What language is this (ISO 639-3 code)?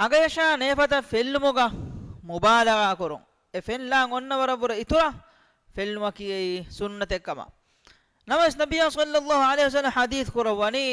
div